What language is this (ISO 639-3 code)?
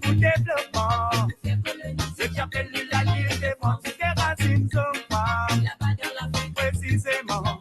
mfe